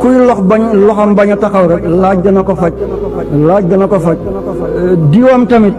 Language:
Wolof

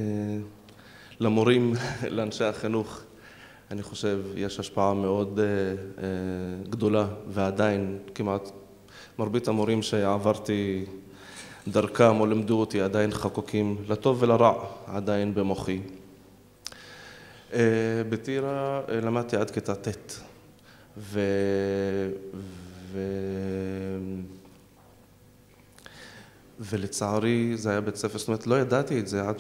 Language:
Hebrew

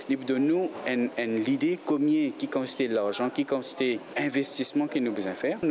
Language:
Morisyen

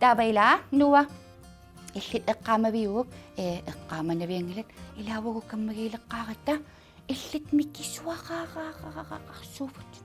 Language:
Kalaallisut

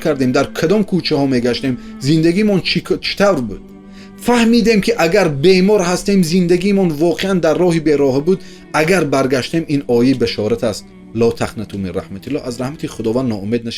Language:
Tajik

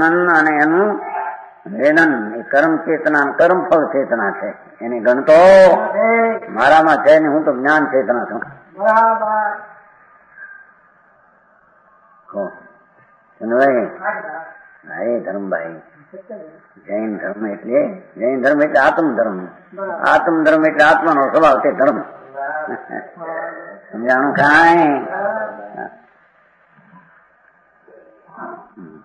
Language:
Gujarati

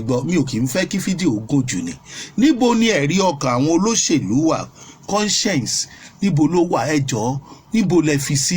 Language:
Yoruba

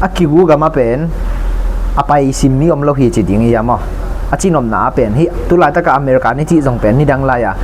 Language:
Tedim Chin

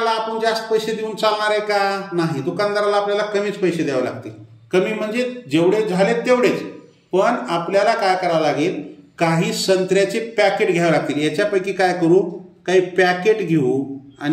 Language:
Marathi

